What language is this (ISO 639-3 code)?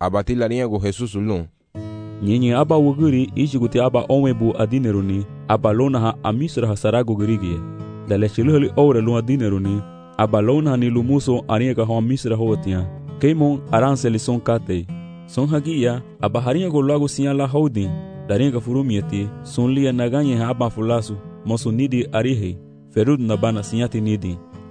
cab